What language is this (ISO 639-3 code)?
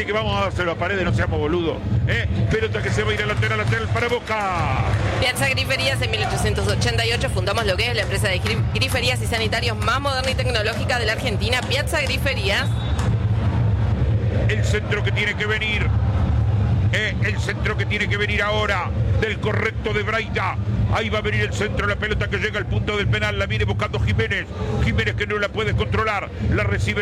spa